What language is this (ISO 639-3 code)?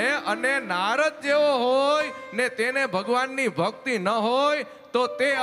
guj